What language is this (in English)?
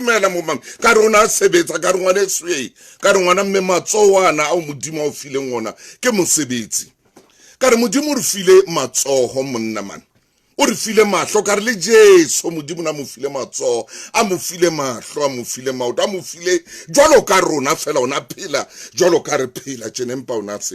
Southern Sotho